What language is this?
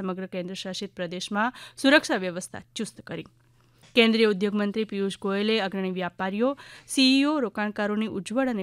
Gujarati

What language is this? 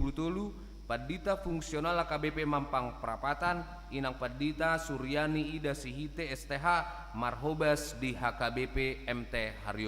Batak Toba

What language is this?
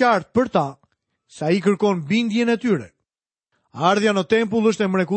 Albanian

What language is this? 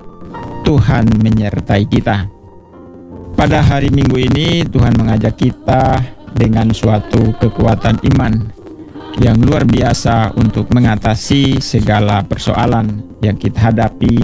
Indonesian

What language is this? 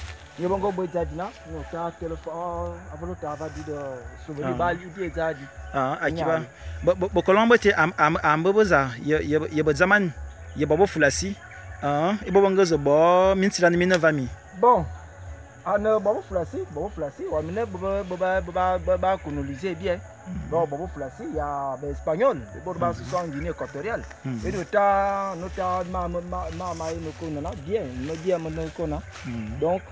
Fang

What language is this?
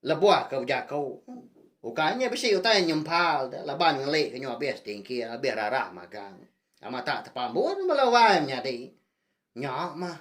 Iban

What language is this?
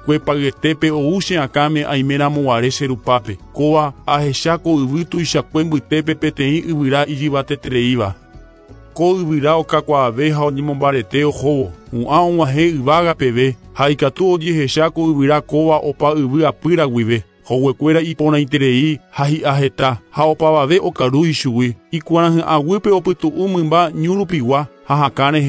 Guarani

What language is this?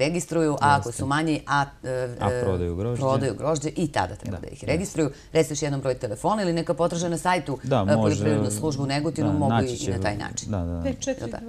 Serbian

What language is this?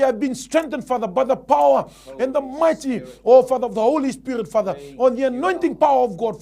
Fijian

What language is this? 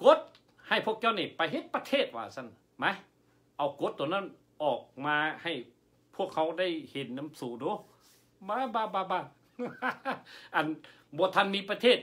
Lao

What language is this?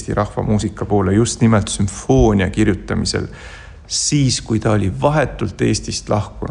Estonian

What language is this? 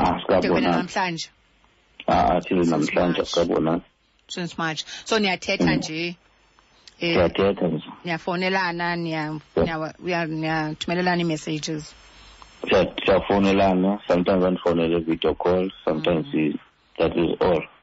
Xhosa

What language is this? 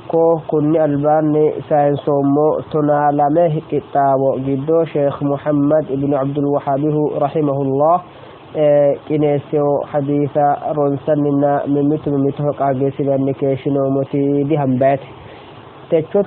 Sidamo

